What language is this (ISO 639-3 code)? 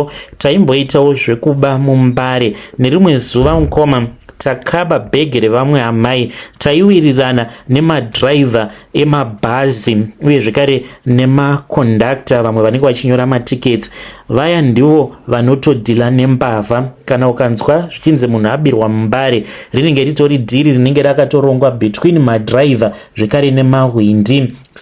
sna